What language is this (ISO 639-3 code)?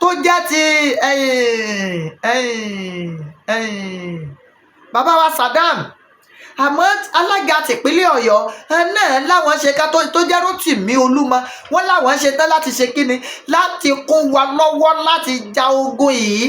yor